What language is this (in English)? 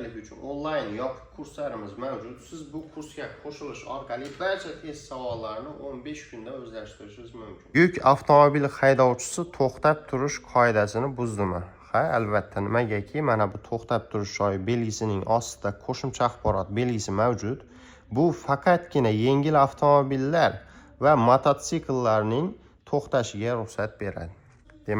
Uzbek